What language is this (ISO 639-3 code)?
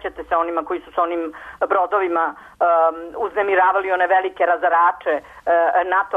srp